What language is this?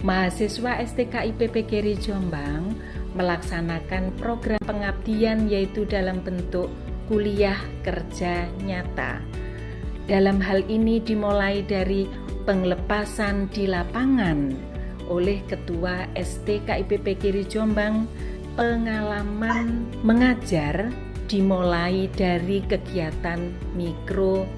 Indonesian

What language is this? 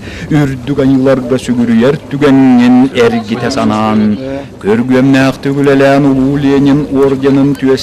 Yakut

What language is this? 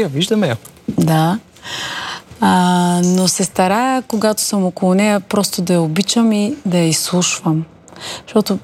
Bulgarian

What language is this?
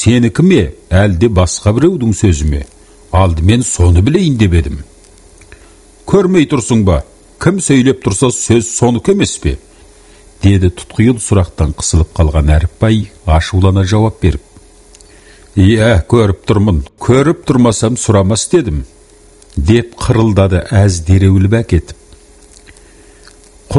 Kazakh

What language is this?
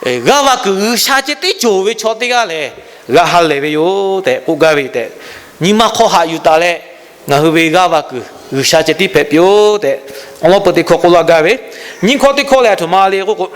Lahu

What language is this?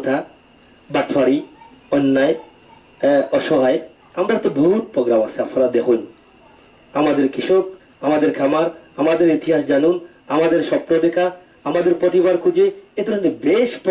Sylheti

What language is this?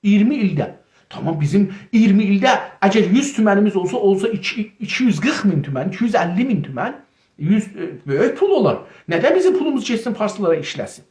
South Azerbaijani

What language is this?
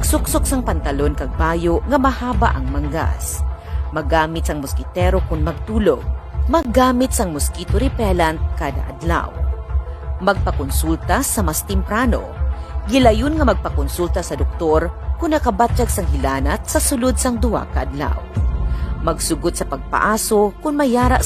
Hiligaynon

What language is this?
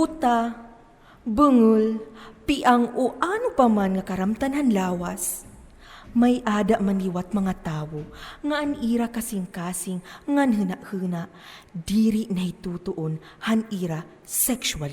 Waray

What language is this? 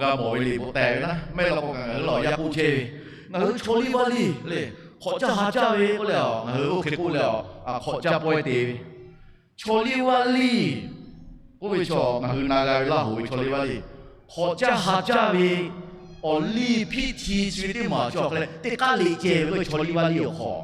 Lahu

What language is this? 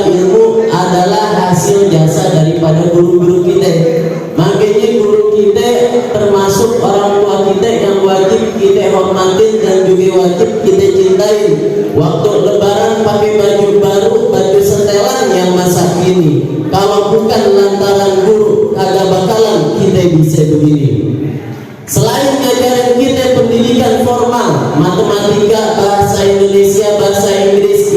Betawi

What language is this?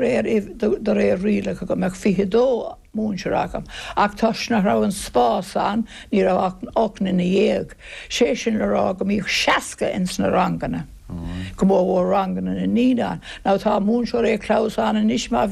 Irish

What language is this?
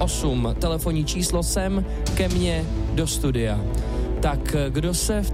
Czech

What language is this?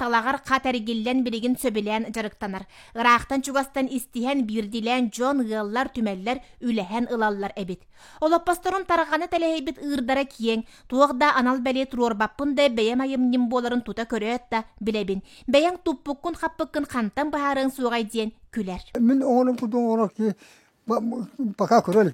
Yakut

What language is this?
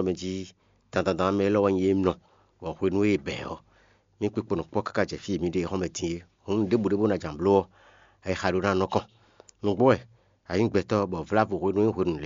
Fon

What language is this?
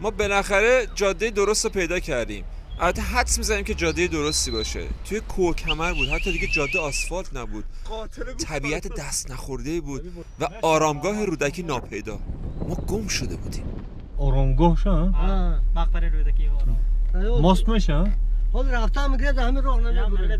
Persian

